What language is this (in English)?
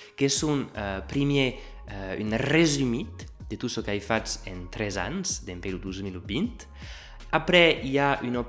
Occitan